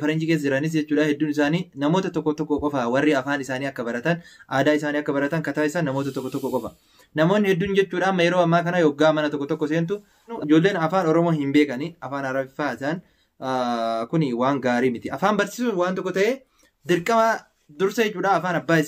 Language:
Oromo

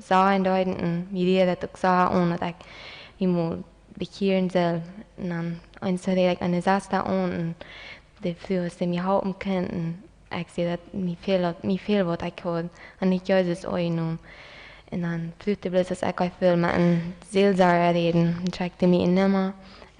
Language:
Plautdietsch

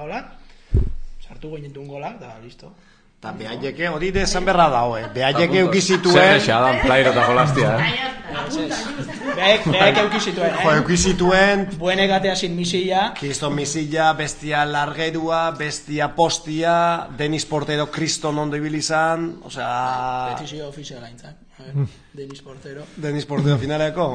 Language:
Basque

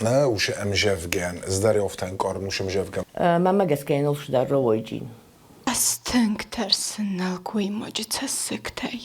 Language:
Ossetic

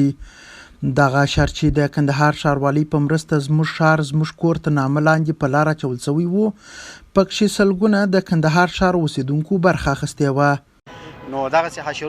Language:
Pashto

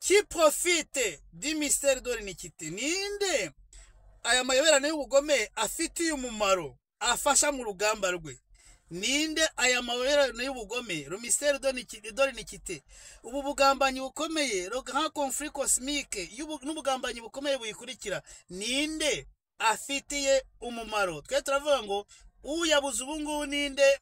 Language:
Kinyarwanda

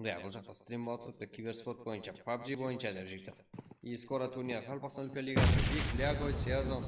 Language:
Kara-Kalpak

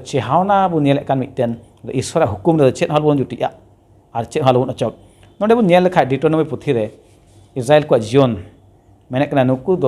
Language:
Santali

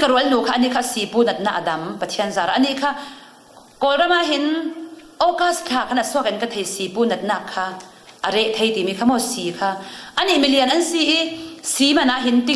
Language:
Falam Chin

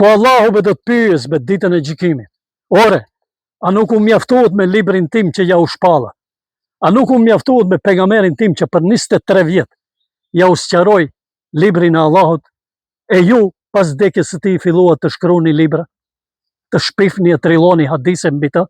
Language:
Albanian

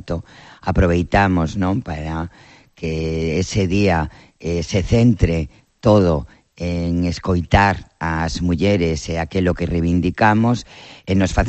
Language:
Galician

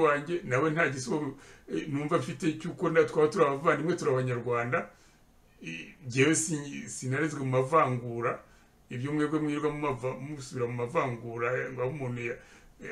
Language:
Kinyarwanda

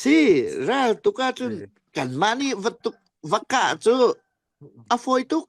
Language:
Falam Chin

